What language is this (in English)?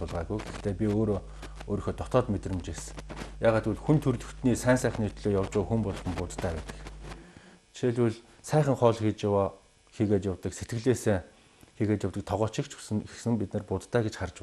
Mongolian